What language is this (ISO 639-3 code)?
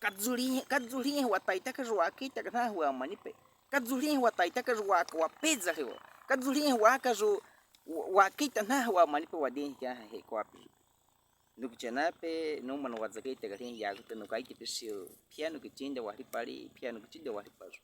bwi